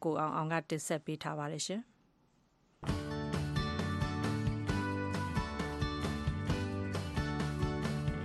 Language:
Burmese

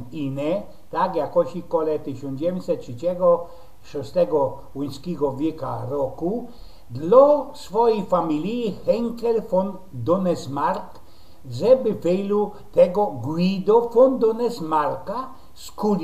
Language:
Silesian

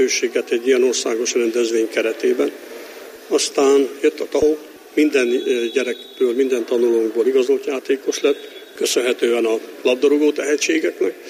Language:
Hungarian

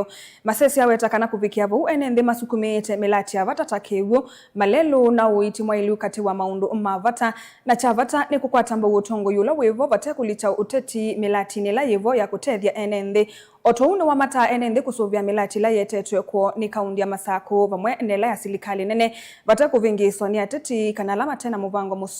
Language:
Kamba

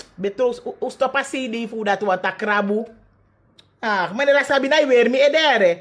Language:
Sranan Tongo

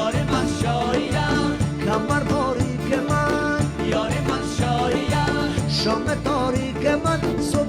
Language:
Persian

